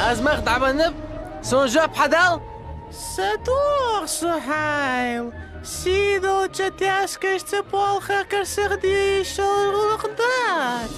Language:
Ingush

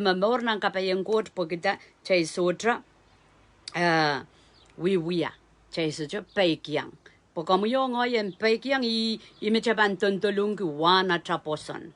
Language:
Pohnpeian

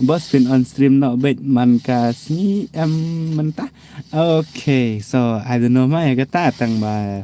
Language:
Khasi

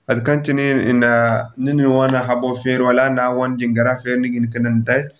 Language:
Zarma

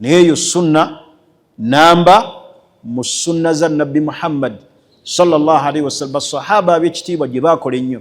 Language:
Ganda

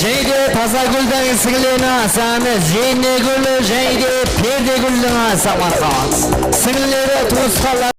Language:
Kara-Kalpak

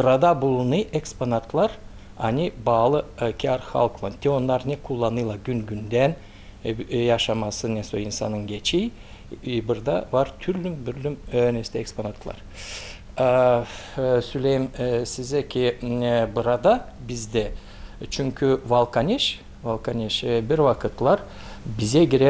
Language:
Gagauz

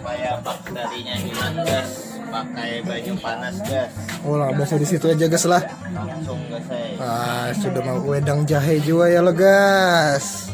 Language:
Banjar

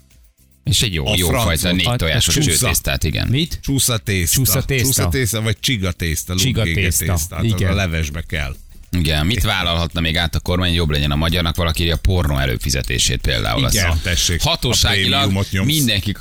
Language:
Hungarian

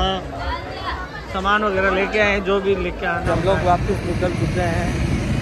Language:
Hindi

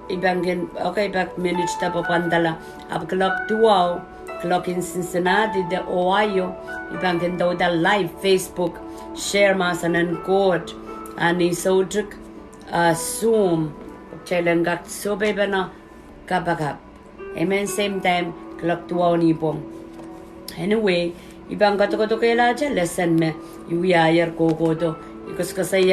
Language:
Pohnpeian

